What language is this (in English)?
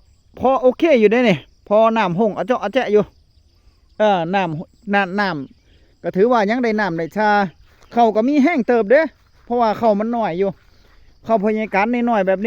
Northeastern Thai